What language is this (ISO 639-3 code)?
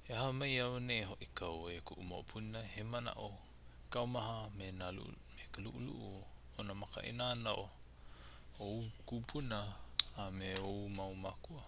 haw